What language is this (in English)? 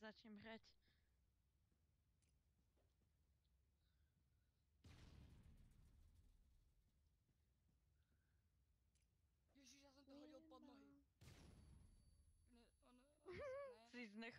Slovak